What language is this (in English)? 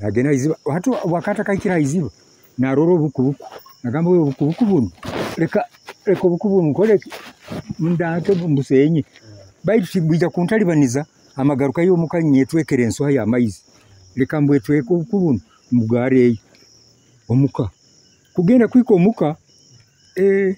Nyoro